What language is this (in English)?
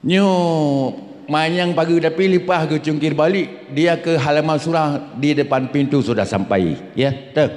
Achinese